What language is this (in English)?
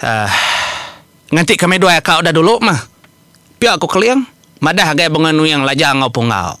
Iban